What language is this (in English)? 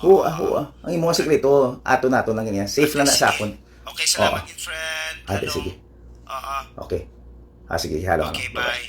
Hiligaynon